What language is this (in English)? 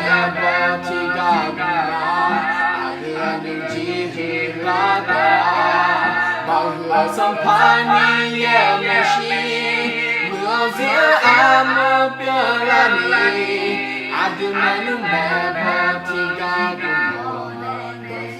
Akha